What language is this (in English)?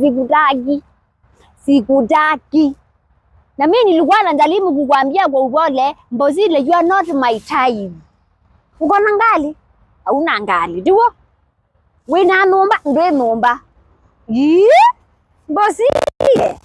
Swahili